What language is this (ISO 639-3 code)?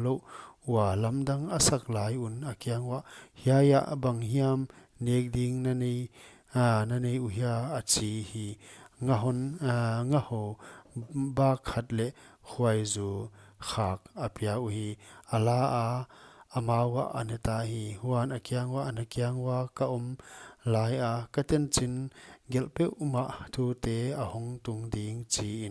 pck